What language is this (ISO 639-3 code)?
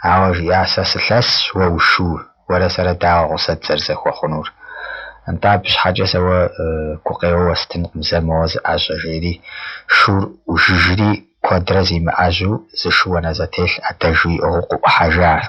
kbd